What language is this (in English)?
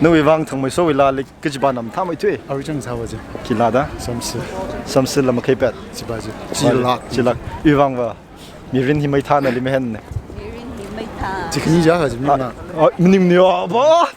Tangkhul Naga (India)